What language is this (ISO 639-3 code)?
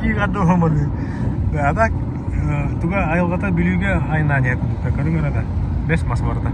sah